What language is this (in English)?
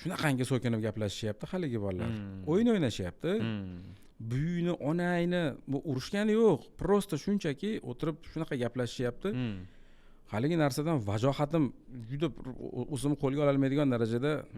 Uzbek